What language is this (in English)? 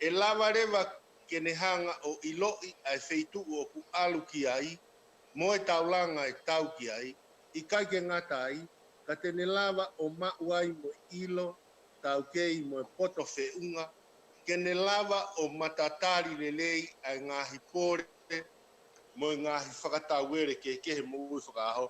Tongan